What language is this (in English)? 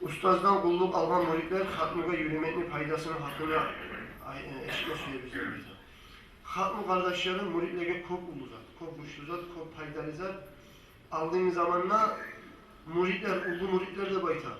Kumyk